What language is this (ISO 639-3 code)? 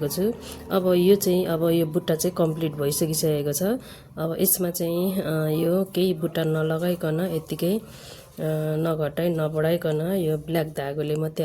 nep